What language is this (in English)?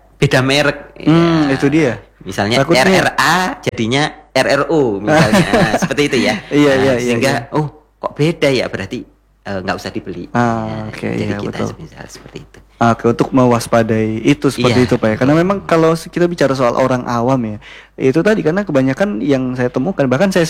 Indonesian